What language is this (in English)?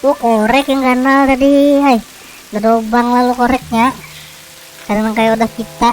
Banjar